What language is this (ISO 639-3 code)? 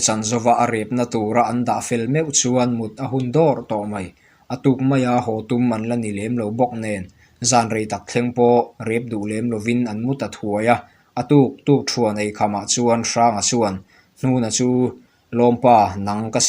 lus